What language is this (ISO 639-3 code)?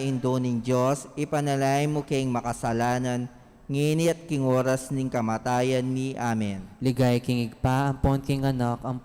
pam